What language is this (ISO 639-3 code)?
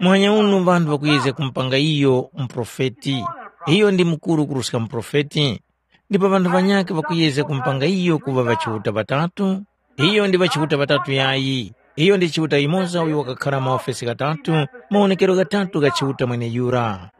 tum